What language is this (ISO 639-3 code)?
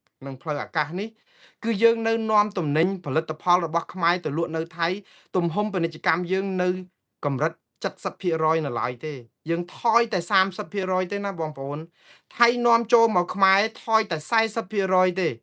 khm